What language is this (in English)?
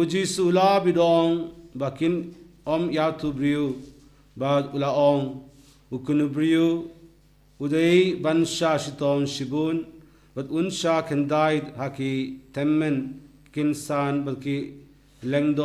Khasi